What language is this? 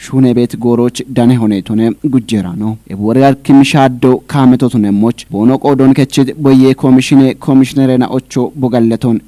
Kafa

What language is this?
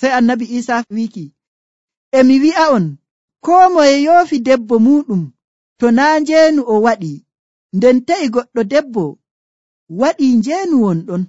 Nigerian Fulfulde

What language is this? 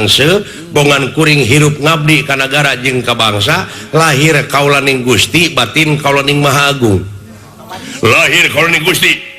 Sundanese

